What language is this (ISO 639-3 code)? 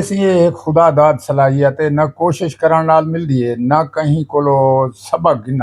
skr